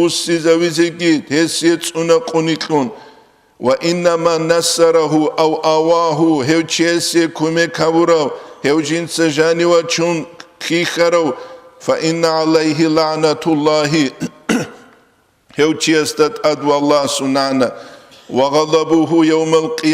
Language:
Avaric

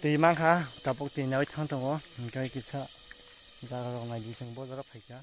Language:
Kok Borok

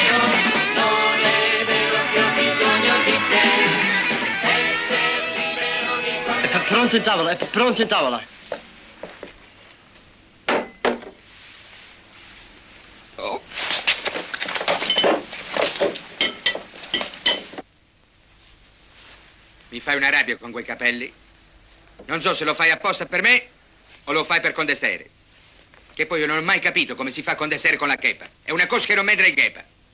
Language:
Italian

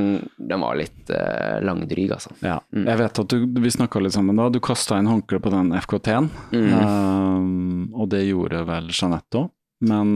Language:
Norwegian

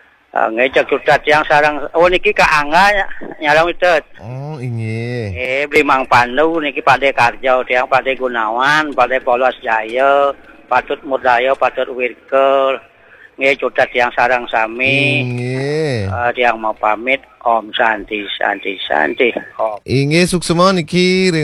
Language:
Balinese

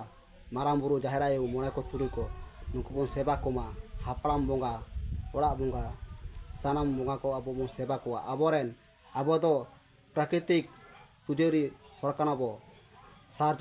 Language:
Santali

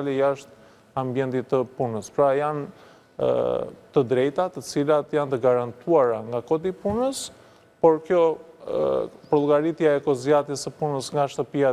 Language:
Albanian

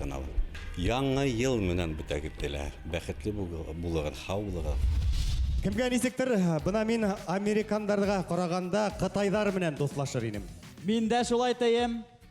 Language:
Bashkir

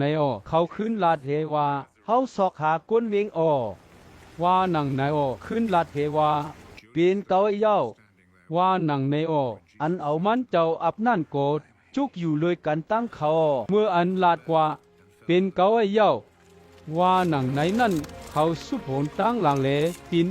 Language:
Shan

